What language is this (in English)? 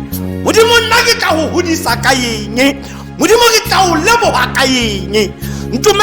Tswana